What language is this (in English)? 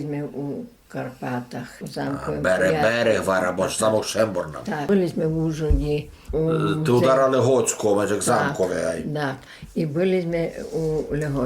Rusyn